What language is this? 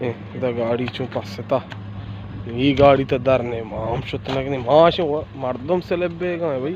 Baluchi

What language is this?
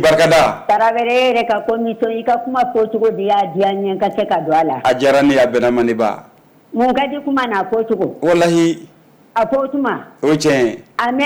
Bambara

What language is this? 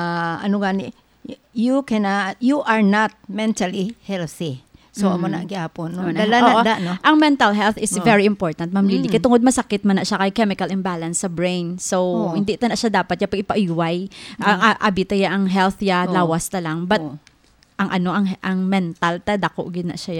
Hiligaynon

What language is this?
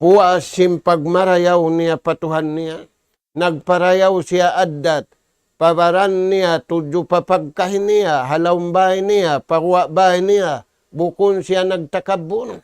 Tausug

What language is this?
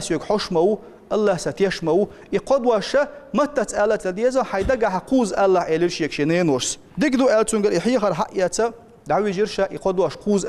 Chechen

